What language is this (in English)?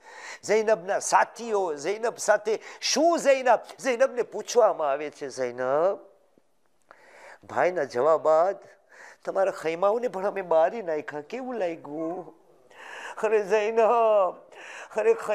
Gujarati